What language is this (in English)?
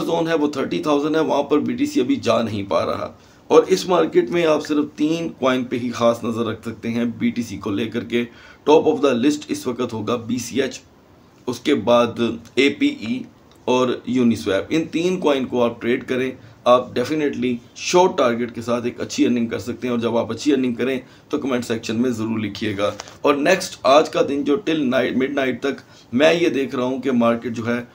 Hindi